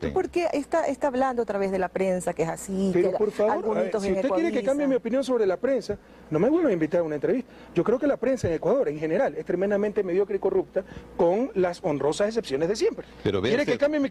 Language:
Spanish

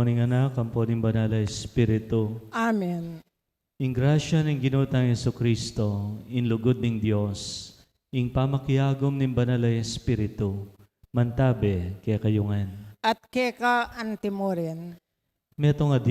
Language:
Pampanga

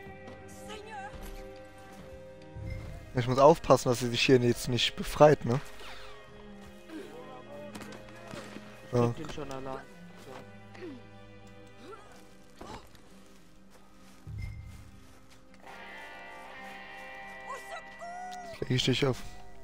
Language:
German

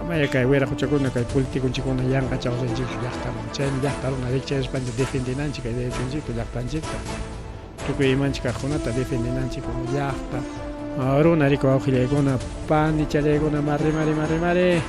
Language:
Ayacucho Quechua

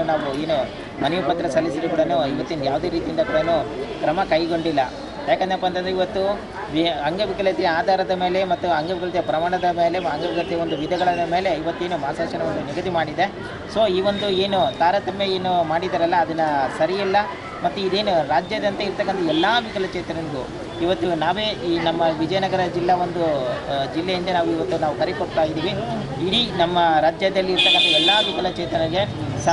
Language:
Kannada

